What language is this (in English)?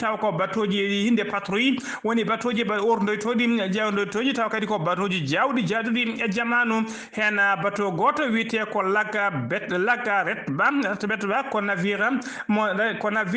Fula